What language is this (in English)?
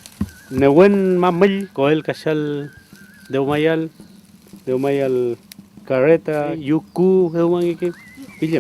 Mapuche